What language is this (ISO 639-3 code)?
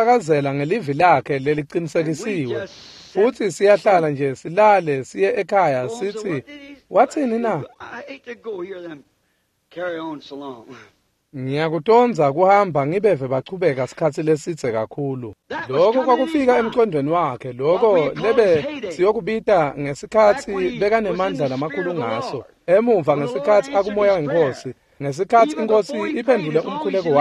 ssw